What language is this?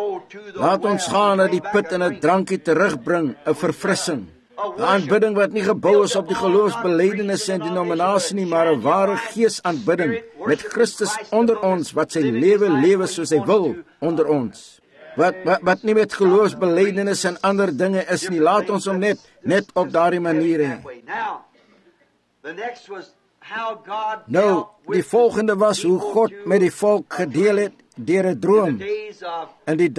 Afrikaans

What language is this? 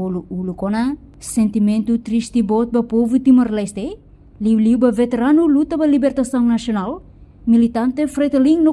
Tetum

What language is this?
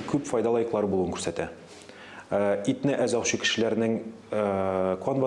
Tatar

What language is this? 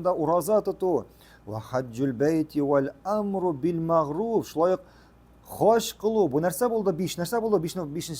Tatar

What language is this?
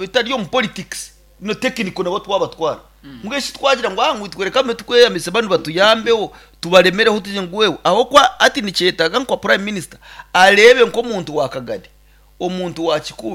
Nyankole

